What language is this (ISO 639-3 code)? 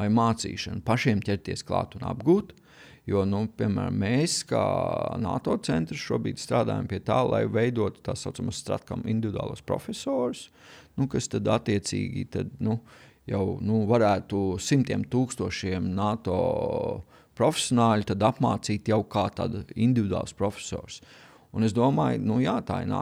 lav